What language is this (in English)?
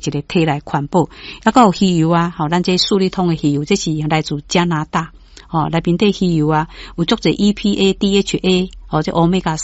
Min Nan Chinese